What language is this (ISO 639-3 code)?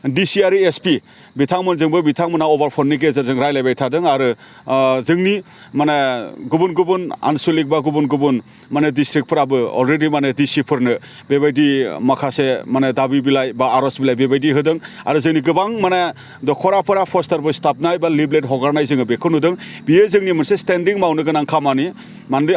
brx